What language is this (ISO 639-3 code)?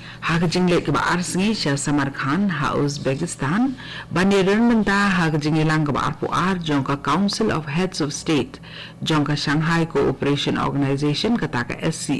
kha